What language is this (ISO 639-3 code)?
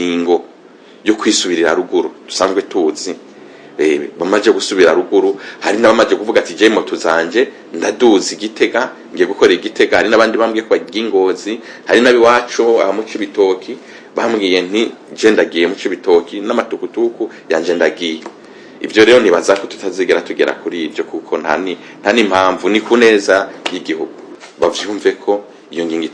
run